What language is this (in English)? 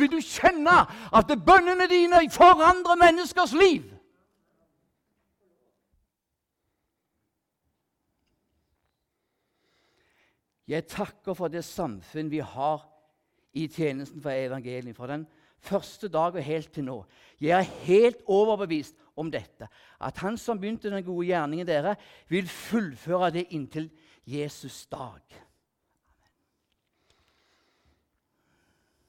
Norwegian